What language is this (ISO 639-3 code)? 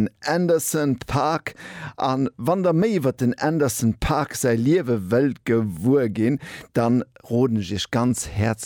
ltz